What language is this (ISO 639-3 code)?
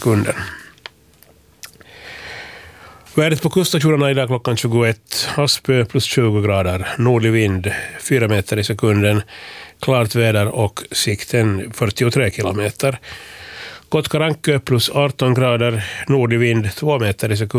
swe